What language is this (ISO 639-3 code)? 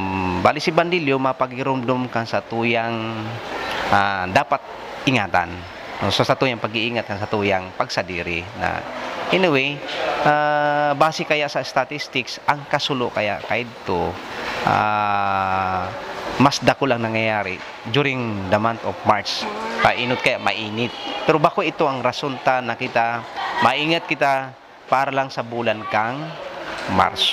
bik